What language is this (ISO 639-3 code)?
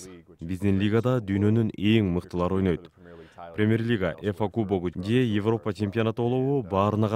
kir